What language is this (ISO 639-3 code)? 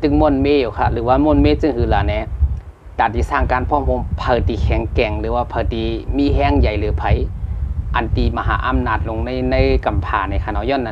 shn